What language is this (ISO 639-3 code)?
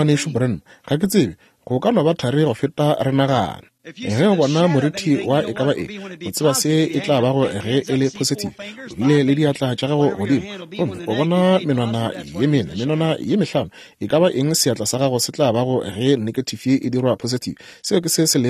nso